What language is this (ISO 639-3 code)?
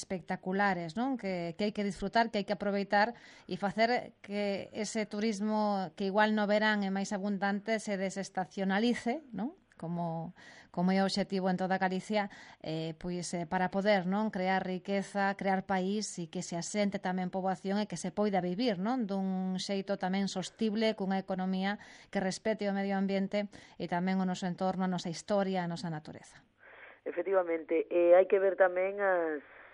glg